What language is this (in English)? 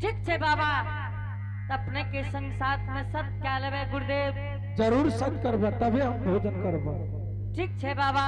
Angika